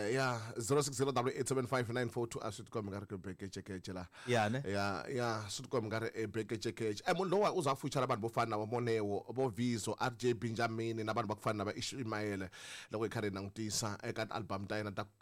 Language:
Tsonga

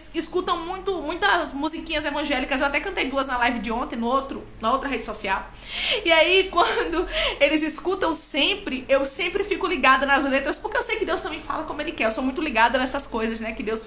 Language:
Portuguese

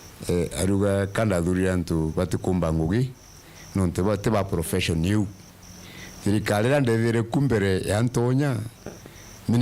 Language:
Meru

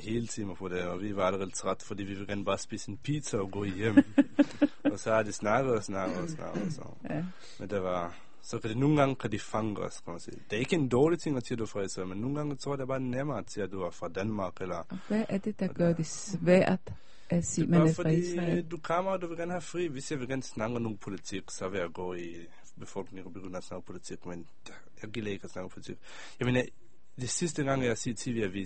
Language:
Danish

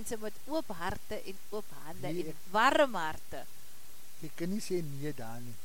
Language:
Afrikaans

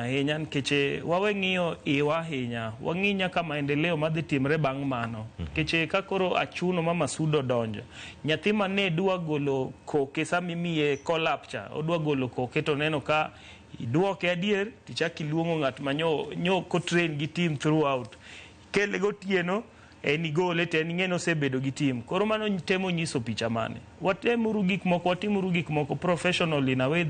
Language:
Luo (Kenya and Tanzania)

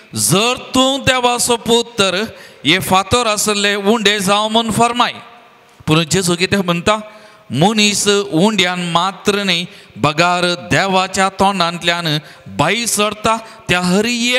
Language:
Konkani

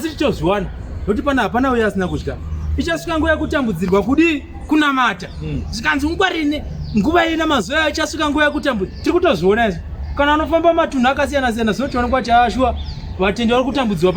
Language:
Shona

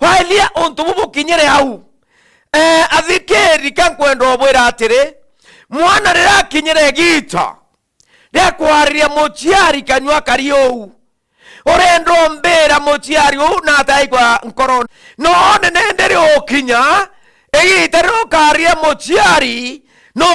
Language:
Meru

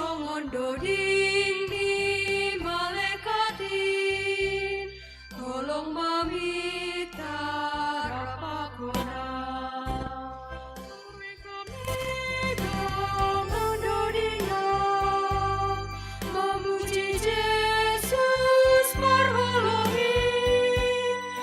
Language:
Batak Simalungun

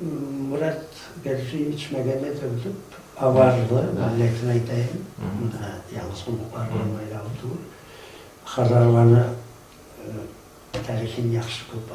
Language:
Kumyk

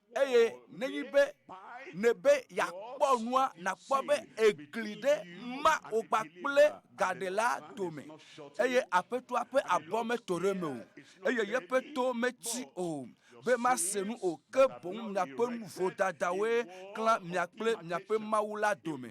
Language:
Ewe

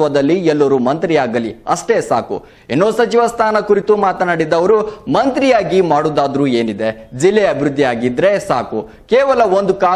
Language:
Kannada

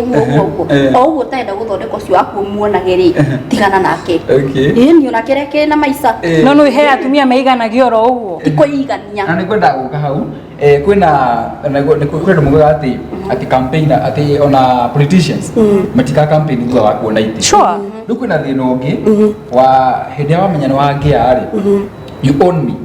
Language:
Kikuyu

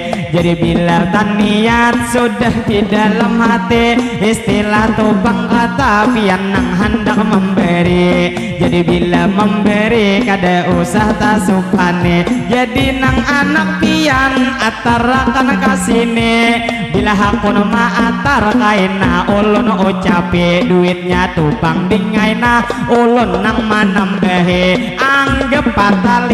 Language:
Banjar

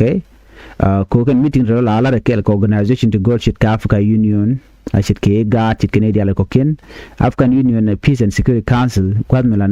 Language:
Nuer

